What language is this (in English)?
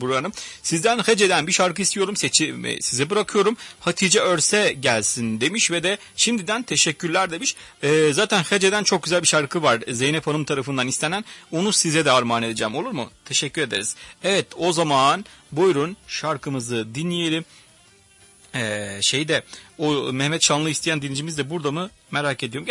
Turkish